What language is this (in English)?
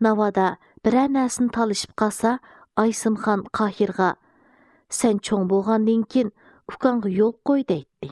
Uyghur